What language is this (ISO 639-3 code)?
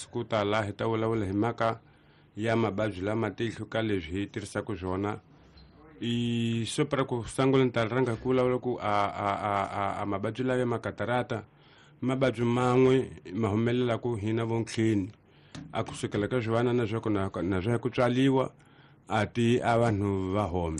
tso